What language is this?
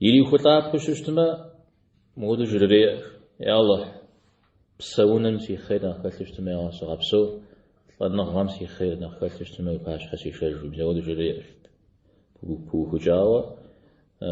Kabardian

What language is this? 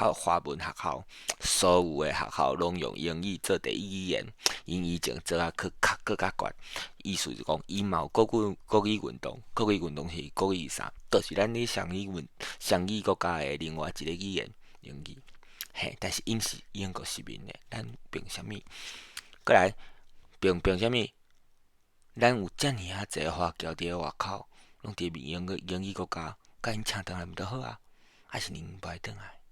Min Nan Chinese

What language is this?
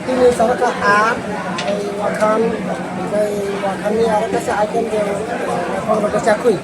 Kok Borok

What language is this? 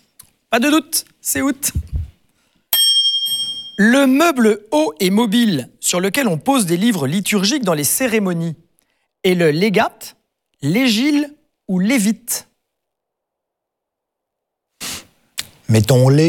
French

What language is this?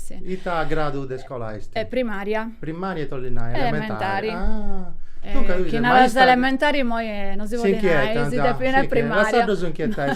Sardinian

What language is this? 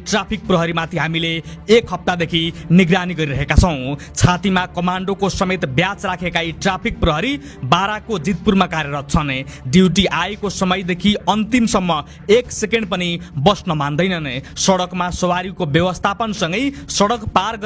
Nepali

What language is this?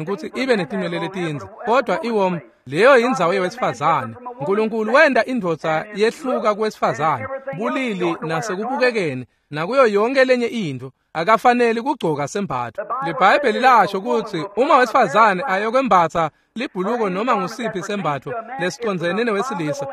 Swati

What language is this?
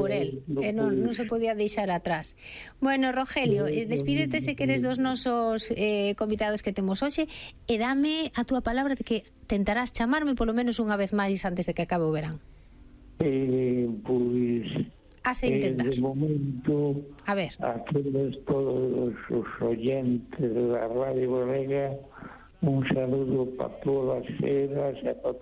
Galician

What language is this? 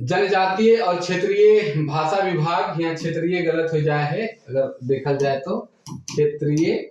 Sadri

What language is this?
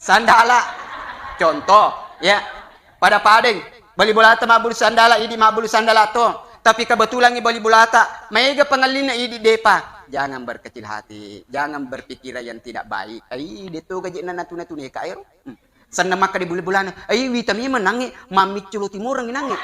Buginese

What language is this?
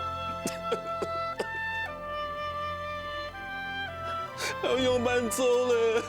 Hakka Chinese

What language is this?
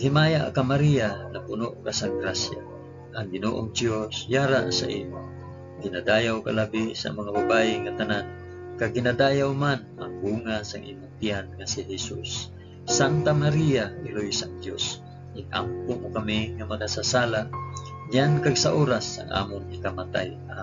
Hiligaynon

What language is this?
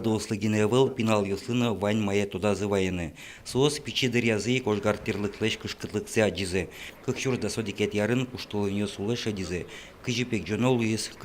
Udmurt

